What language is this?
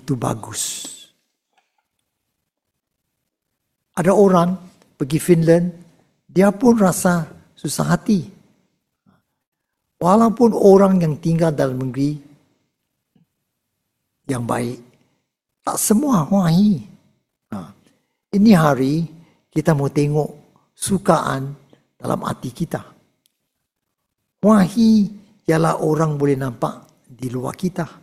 Malay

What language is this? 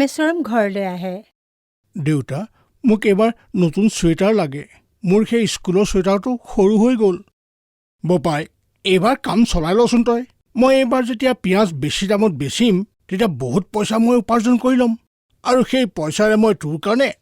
Assamese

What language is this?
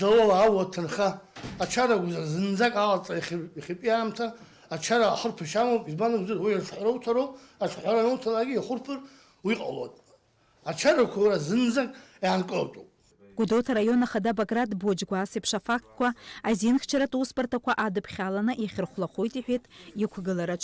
Abkhazian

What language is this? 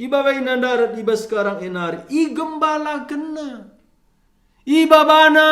Batak Karo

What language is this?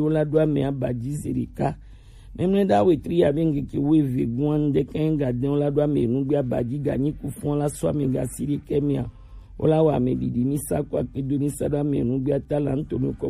Gen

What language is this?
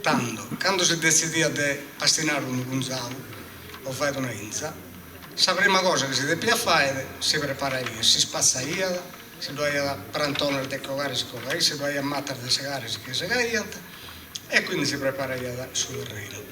Sardinian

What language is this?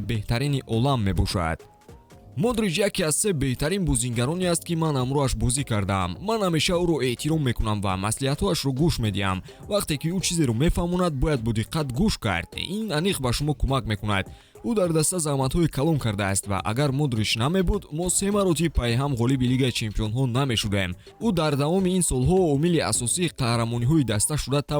Tajik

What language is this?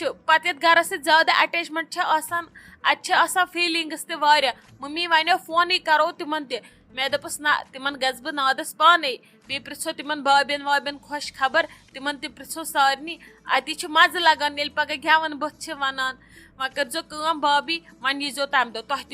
Kashmiri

